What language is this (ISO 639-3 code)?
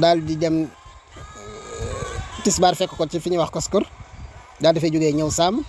wol